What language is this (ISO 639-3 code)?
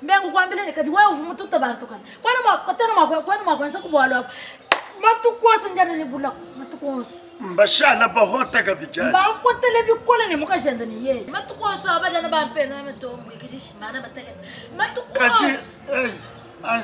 lua